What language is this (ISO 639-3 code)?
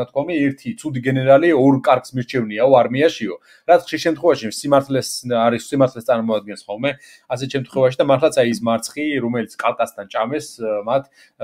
kat